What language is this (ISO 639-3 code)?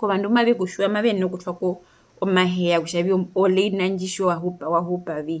her